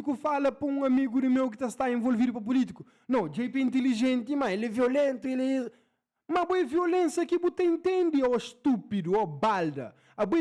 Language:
Kabuverdianu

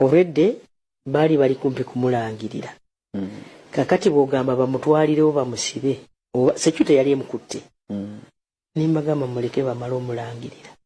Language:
Ganda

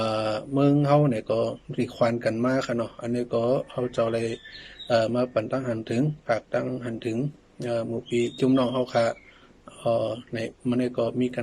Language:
Shan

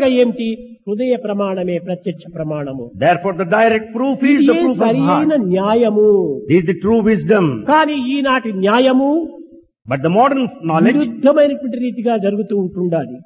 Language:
Telugu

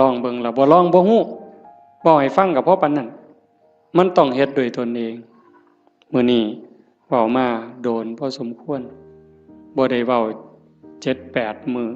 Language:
Northeastern Thai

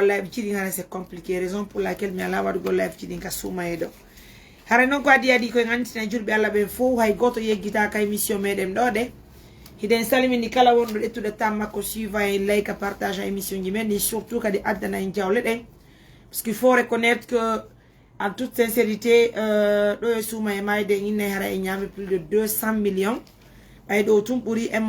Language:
Fula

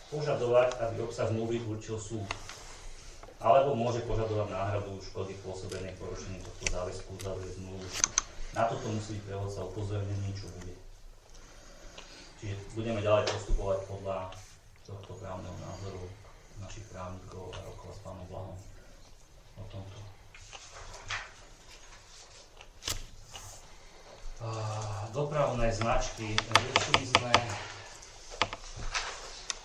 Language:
Slovak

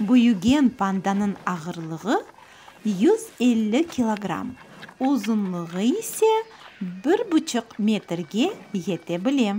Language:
Crimean Tatar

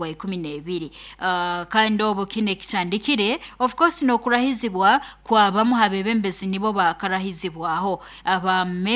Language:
Nyoro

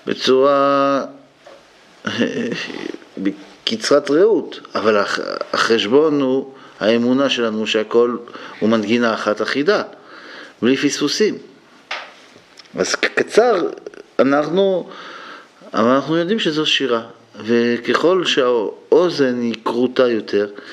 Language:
Hebrew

